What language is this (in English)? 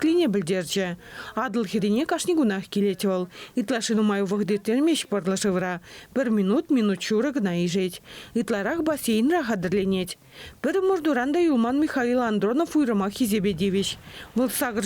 Chuvash